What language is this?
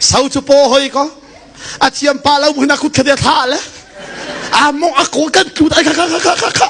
Hakha Chin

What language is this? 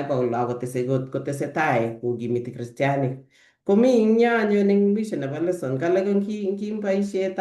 Kalenjin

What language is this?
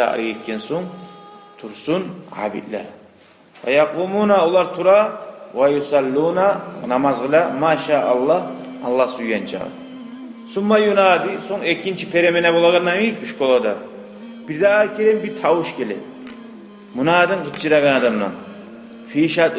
Kumyk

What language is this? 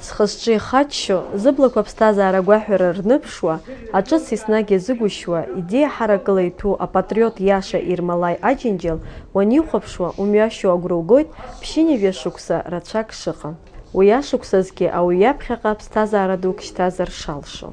Abkhazian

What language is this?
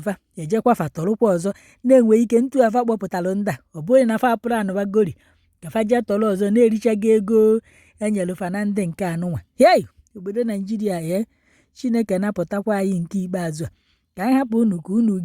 Igbo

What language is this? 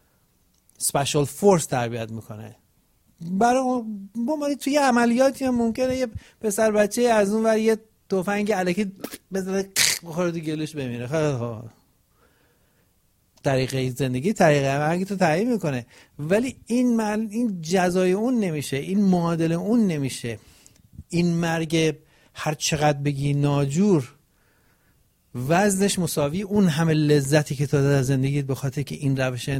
Persian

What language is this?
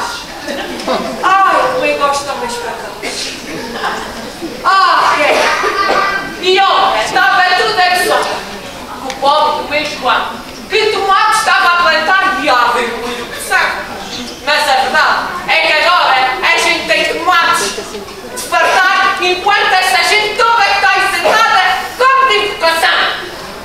Portuguese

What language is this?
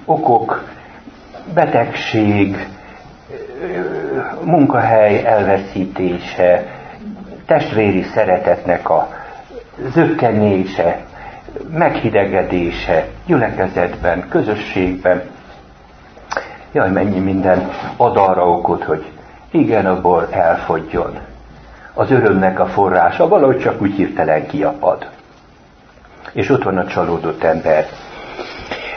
Hungarian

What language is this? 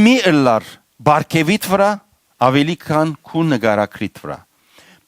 Western Armenian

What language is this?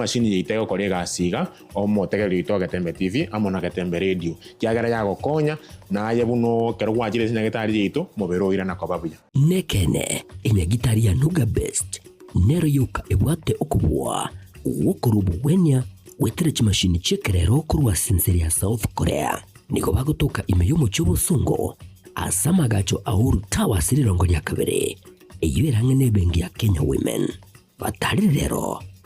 Gusii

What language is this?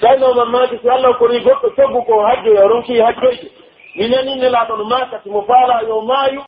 Pular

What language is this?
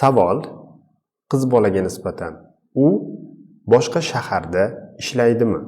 Uzbek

